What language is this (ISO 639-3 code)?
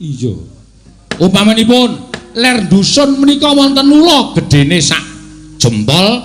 jav